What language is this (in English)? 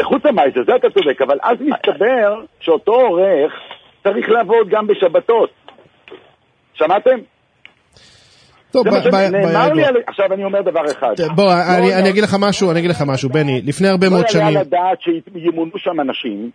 Hebrew